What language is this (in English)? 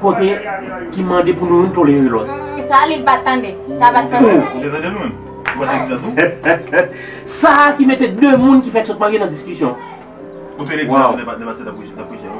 Haitian Creole